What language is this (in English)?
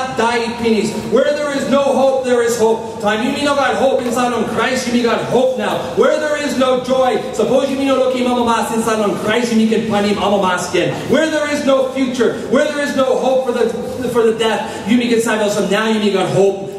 Tok Pisin